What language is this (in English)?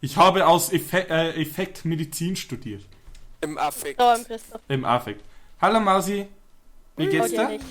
Bavarian